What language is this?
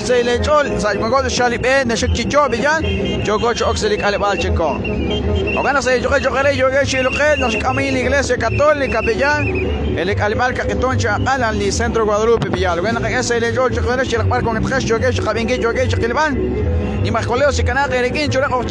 Kekchí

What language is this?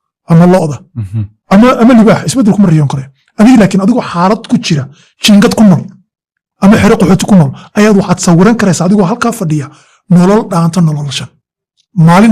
Somali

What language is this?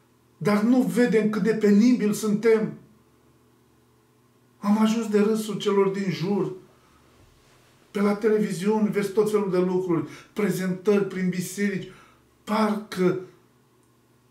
Romanian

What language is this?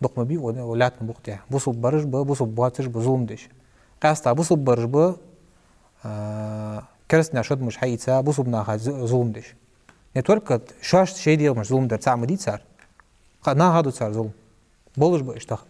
Ingush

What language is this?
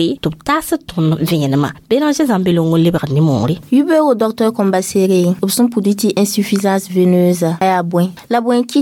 Mossi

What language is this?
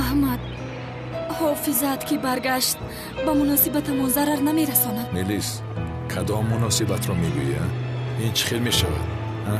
Tajik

